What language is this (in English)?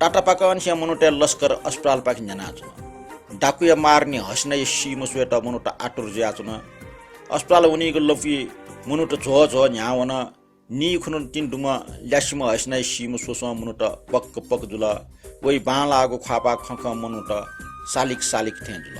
Newari